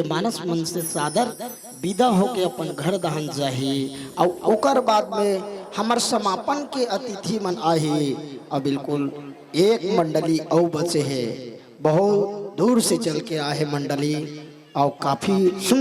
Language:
Chhattisgarhi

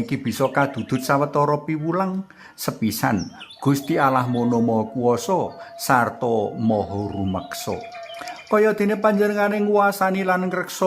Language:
Javanese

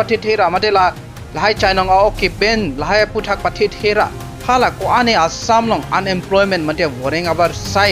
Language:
Karbi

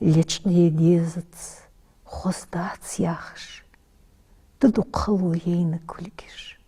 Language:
Ingush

